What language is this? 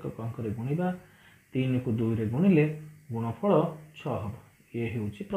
Odia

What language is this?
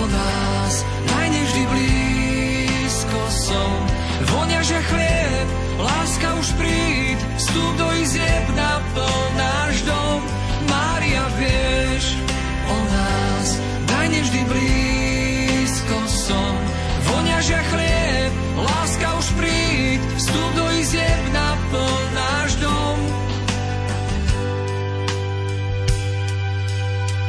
Slovak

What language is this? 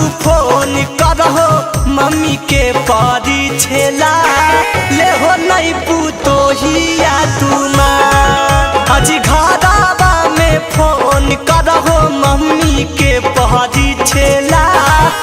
Magahi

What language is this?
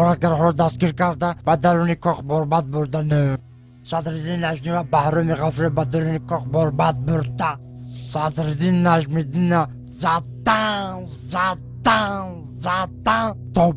Tajik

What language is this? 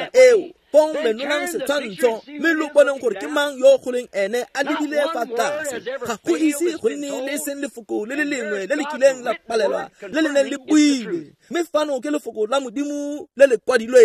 Tswana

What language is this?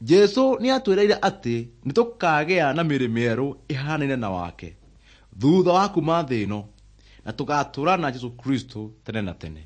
Kikuyu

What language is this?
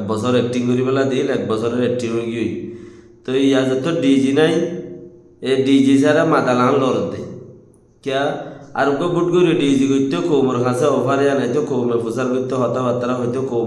Rohingya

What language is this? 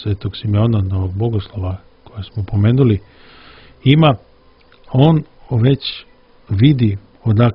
Serbian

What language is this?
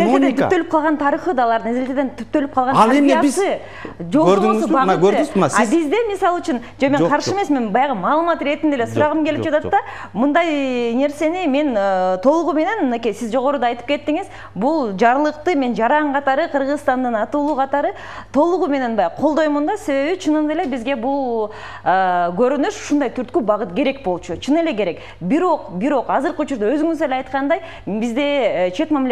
Kyrgyz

